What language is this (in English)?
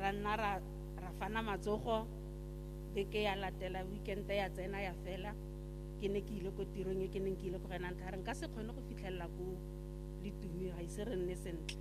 Tswana